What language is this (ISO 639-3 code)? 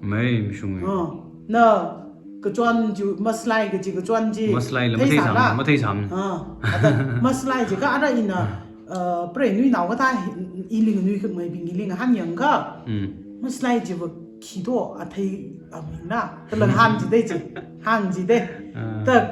nmf